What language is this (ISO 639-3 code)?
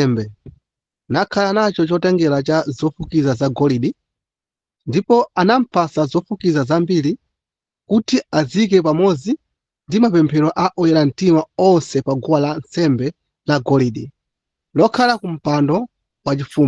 nya